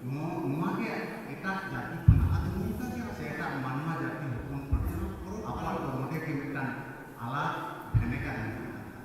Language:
Santali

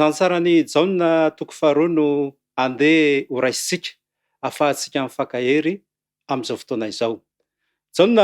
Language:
Malagasy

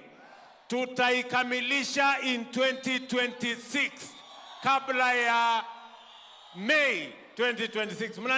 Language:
Meru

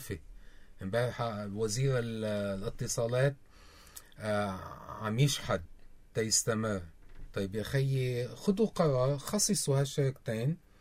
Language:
North Levantine Arabic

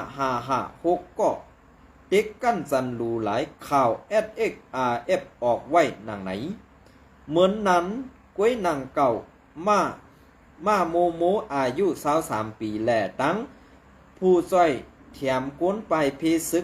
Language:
Shan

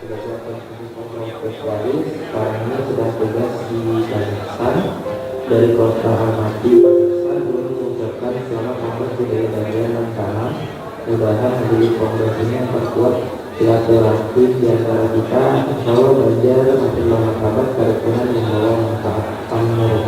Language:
Banjar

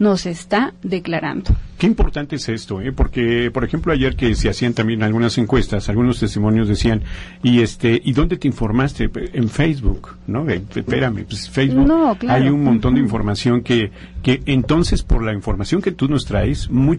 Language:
Spanish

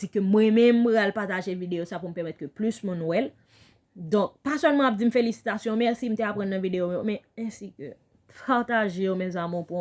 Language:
Haitian Creole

